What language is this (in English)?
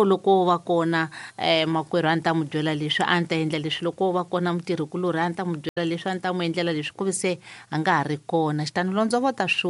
Tsonga